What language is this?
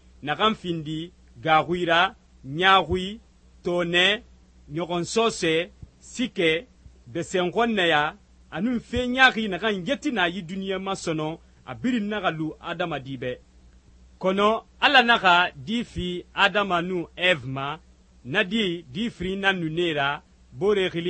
Susu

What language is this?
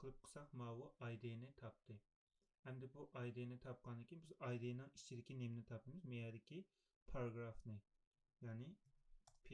Uyghur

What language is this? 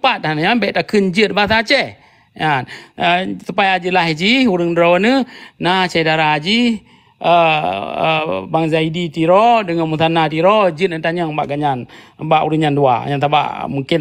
Achinese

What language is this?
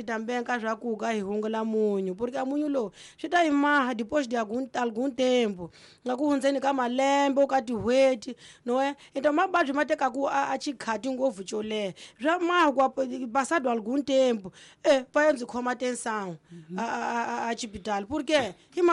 Tsonga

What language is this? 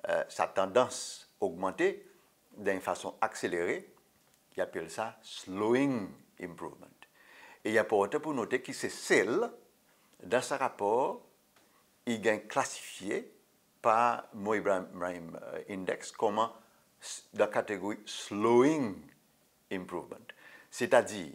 Seselwa Creole French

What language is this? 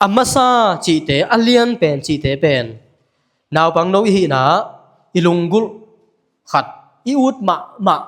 Tedim Chin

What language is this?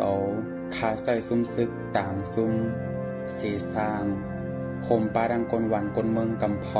Shan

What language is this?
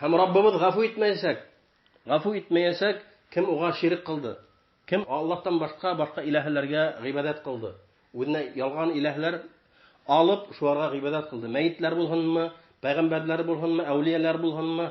Bashkir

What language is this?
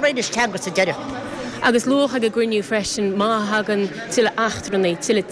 Irish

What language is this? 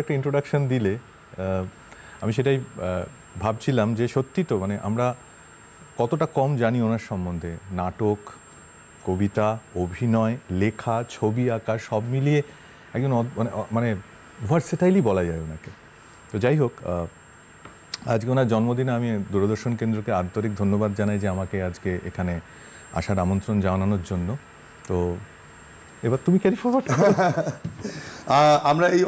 Bangla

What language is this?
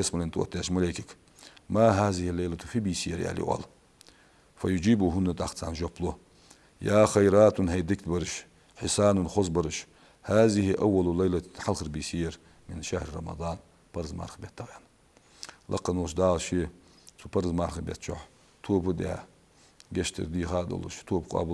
Ingush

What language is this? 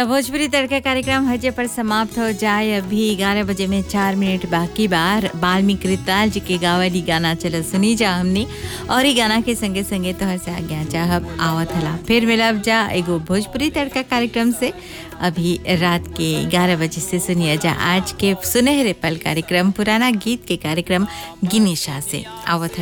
Bhojpuri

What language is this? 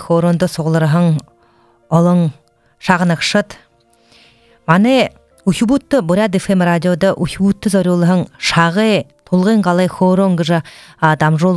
Buriat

